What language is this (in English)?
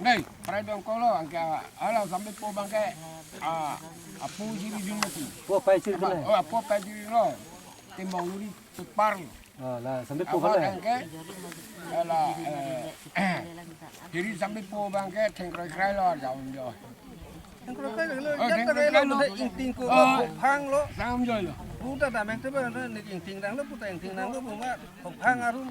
Karbi